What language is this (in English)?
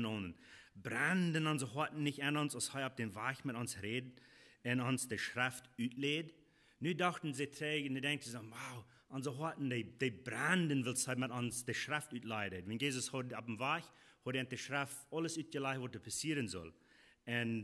Plautdietsch